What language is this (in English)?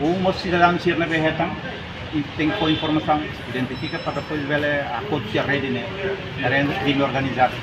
Tetum